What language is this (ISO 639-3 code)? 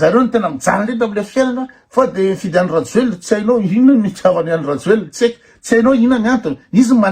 mlg